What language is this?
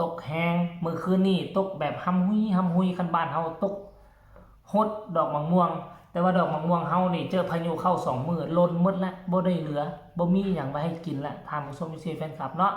Northeastern Thai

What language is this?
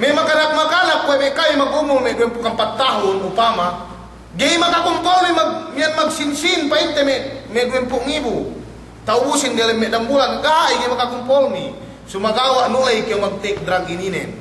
Yakan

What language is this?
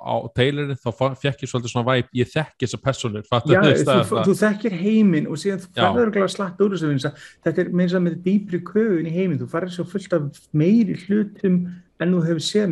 Icelandic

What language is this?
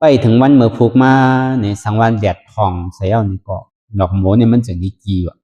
Shan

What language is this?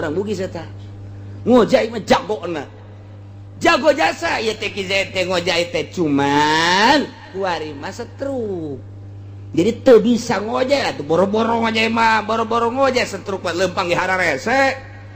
Sundanese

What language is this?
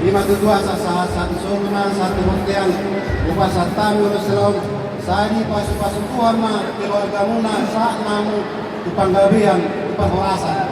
Batak Toba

